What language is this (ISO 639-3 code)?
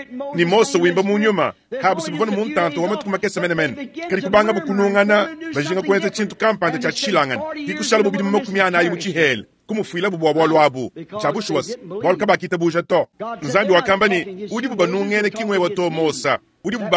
lua